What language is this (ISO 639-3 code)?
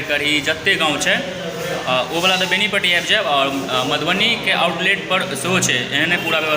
mai